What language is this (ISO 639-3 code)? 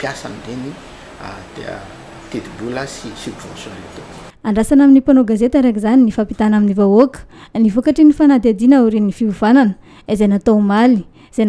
mlg